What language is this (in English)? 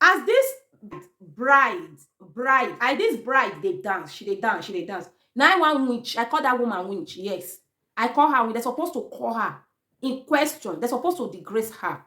Nigerian Pidgin